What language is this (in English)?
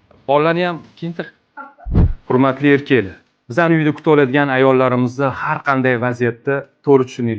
Uzbek